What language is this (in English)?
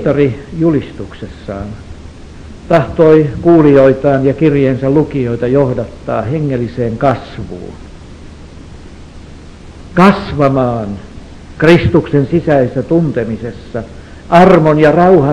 Finnish